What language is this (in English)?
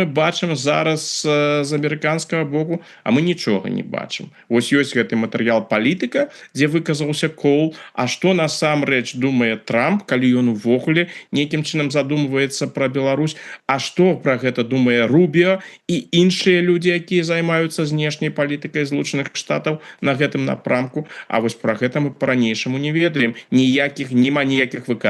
Belarusian